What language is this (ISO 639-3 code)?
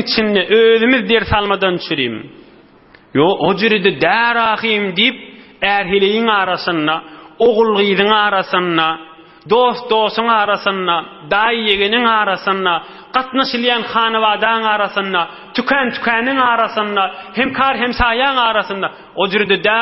tuk